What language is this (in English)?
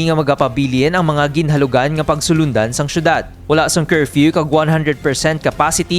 Hiligaynon